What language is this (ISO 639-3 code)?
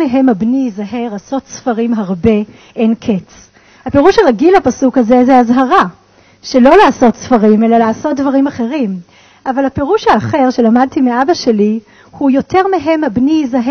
heb